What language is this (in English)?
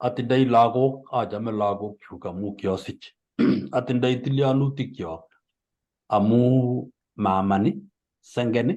Kalenjin